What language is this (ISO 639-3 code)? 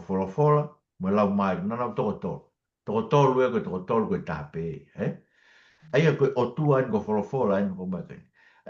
ton